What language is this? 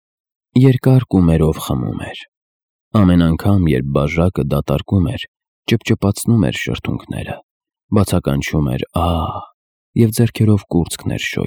Armenian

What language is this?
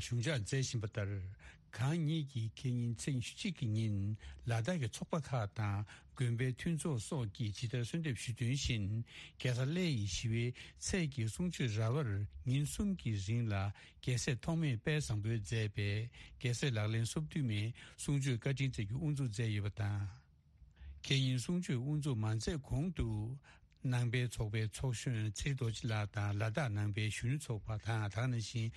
Tibetan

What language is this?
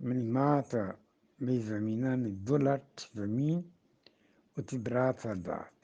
Eastern Balochi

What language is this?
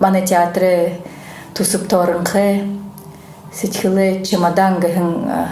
Buriat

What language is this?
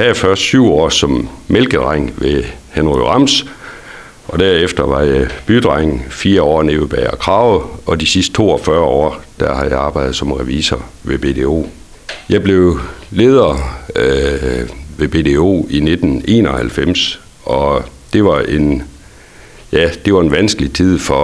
Danish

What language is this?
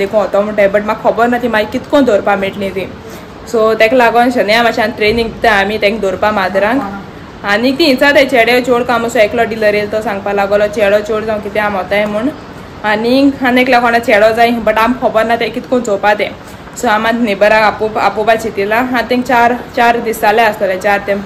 Konkani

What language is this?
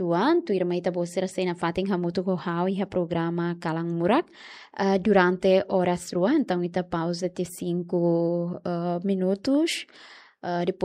Tetum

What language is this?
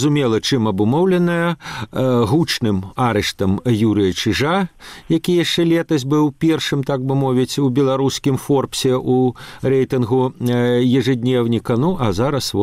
Belarusian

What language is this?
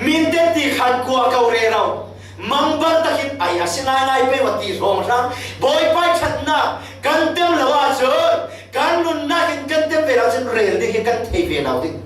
Falam Chin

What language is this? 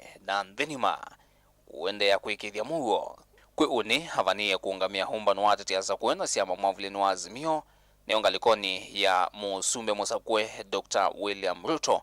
Kamba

